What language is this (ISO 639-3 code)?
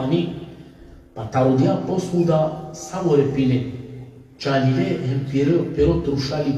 rmn